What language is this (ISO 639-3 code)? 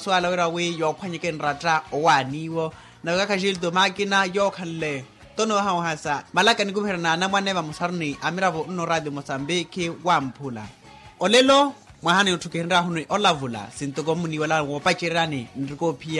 vmw